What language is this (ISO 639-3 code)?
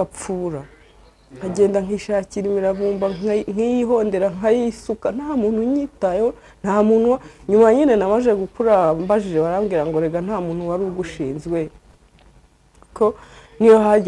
kin